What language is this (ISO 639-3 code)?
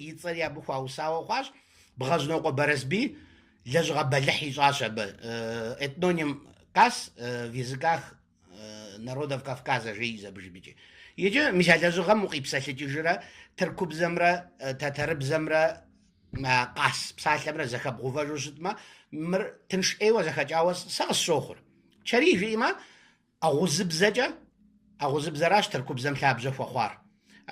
kbd